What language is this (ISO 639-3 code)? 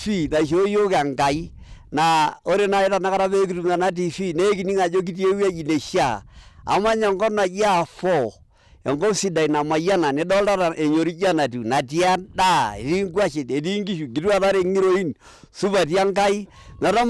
mas